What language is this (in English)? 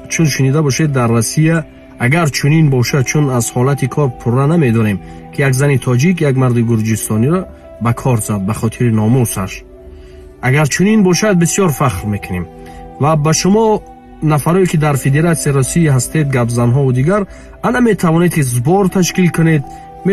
Tajik